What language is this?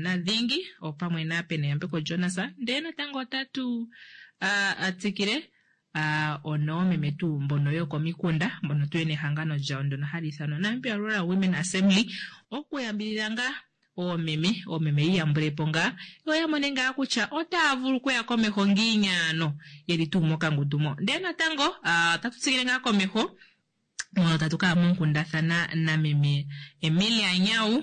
Kuanyama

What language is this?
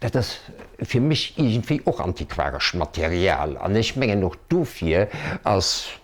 Luxembourgish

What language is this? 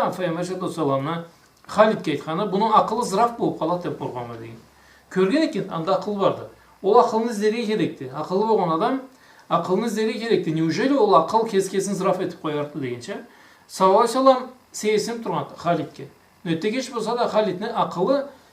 Karachay-Balkar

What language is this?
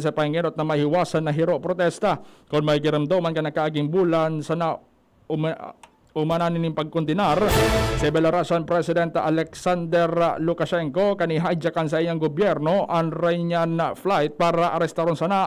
Bikol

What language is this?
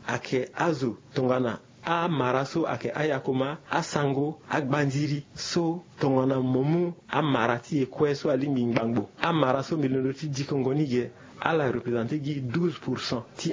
Sango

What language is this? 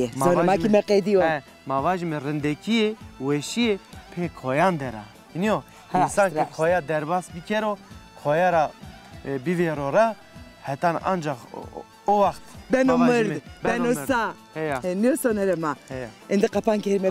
Zaza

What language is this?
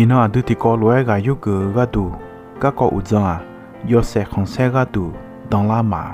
Akha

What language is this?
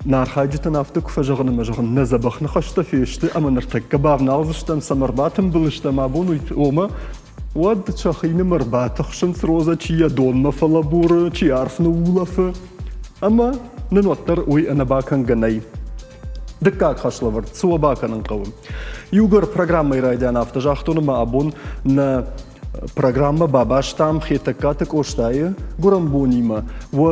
Ossetic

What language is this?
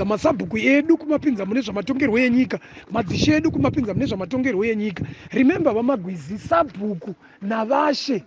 Shona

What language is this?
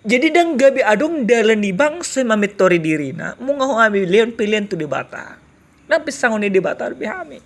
Batak Toba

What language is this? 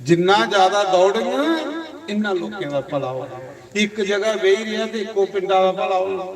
Dogri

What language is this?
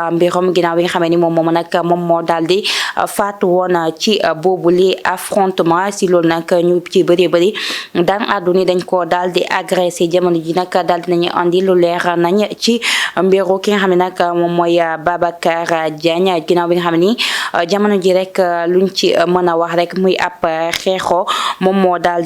Wolof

